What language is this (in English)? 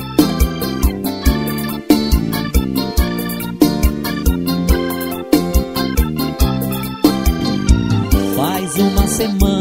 Portuguese